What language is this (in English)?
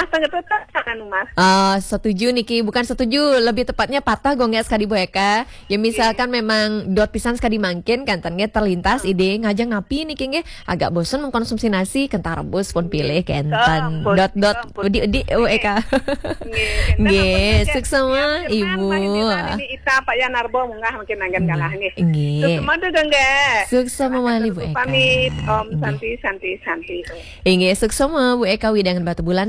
Balinese